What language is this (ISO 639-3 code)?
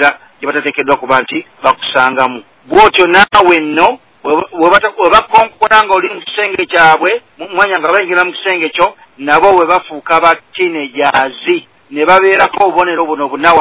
lug